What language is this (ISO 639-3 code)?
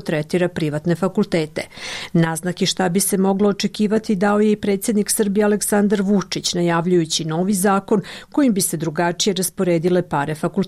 bos